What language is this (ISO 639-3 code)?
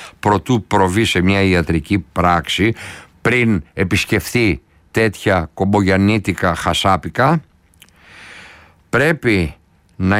ell